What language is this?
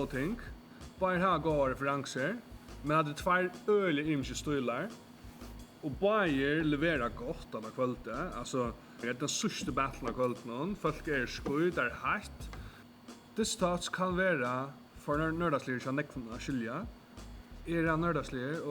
Faroese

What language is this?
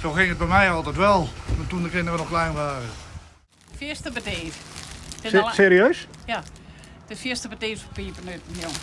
Western Frisian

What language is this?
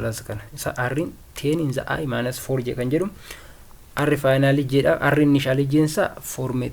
Oromo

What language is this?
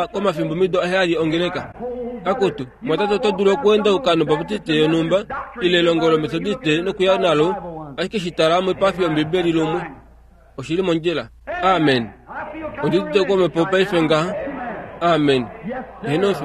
Kuanyama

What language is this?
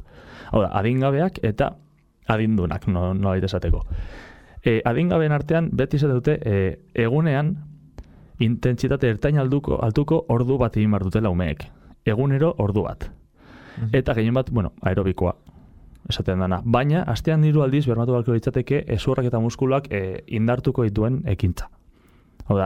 Basque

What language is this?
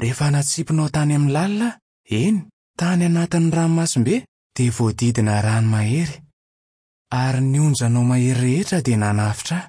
Malagasy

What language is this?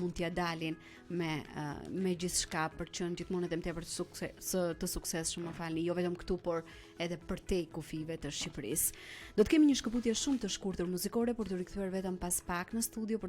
Albanian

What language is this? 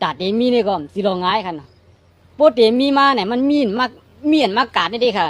Shan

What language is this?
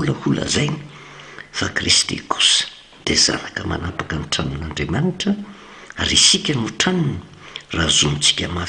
Malagasy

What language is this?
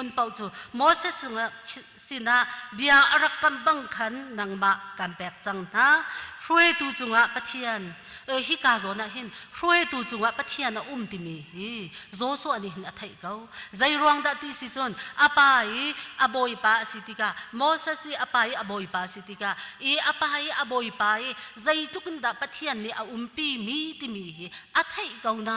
Hakha Chin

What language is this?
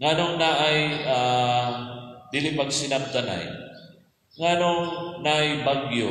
Cebuano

